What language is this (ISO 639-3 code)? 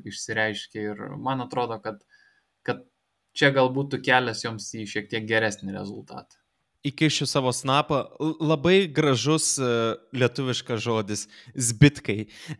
lit